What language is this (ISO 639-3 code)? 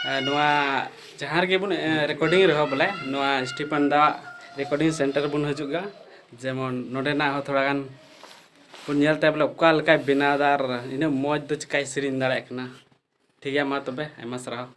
sat